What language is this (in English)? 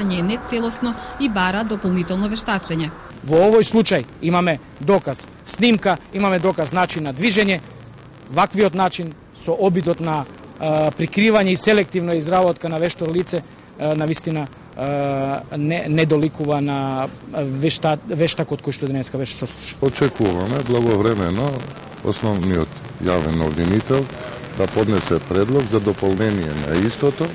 Macedonian